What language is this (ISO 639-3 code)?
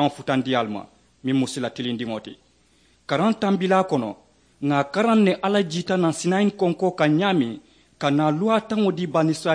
man